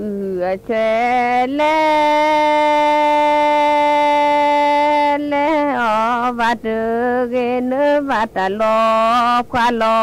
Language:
Thai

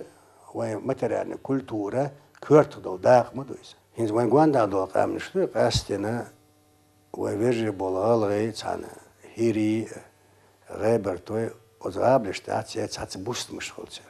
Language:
Chechen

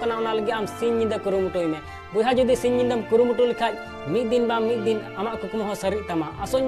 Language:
Santali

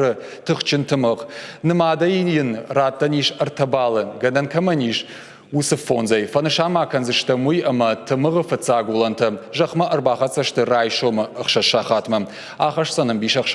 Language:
Ossetic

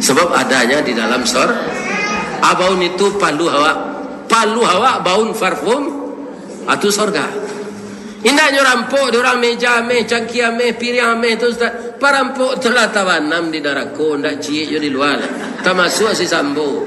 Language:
Minangkabau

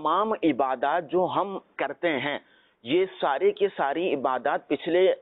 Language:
Urdu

